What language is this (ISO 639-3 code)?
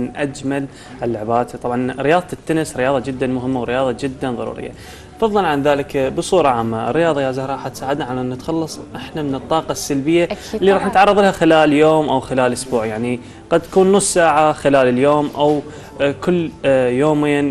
acm